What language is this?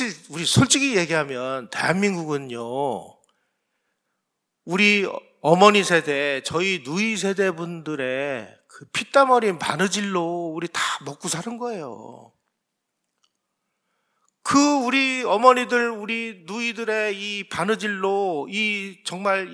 Korean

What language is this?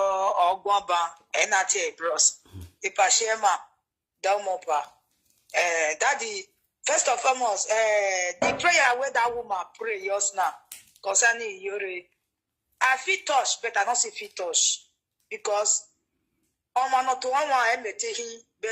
Nigerian Pidgin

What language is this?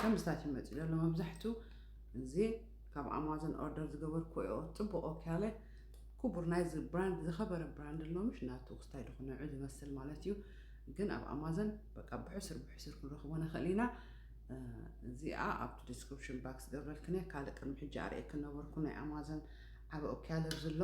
Tigrinya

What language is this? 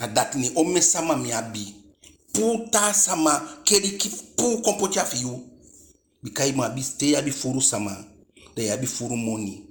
Eastern Maroon Creole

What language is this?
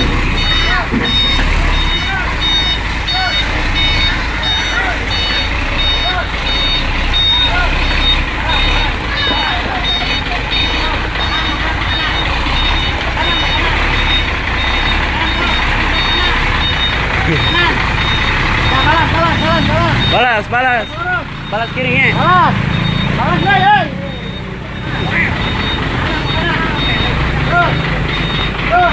Indonesian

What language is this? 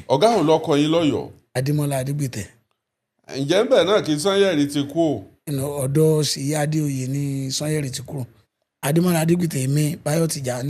Yoruba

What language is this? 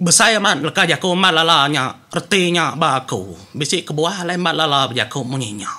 Iban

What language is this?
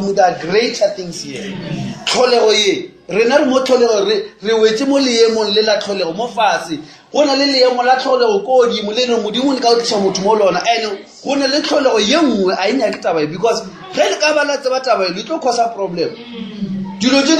Northern Sotho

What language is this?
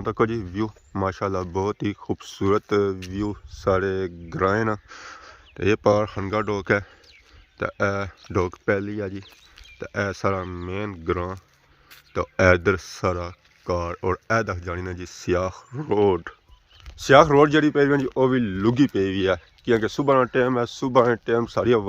Pahari-Potwari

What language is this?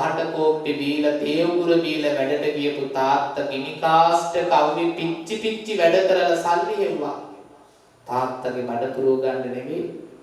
Sinhala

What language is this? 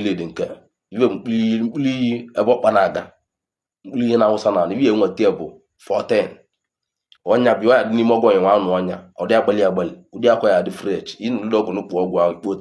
Igbo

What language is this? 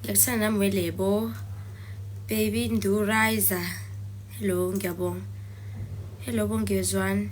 Zulu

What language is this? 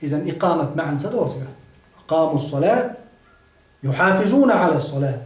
Chechen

